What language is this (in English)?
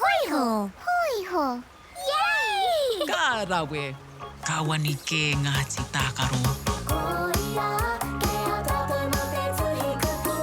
Māori